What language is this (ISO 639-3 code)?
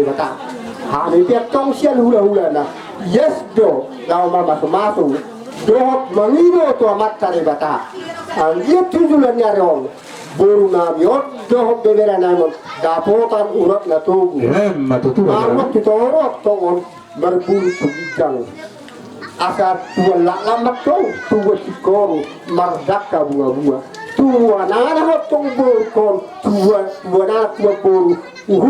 bbc